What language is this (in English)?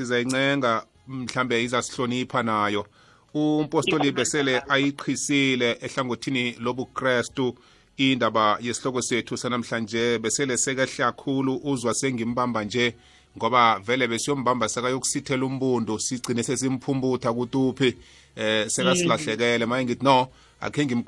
South Ndebele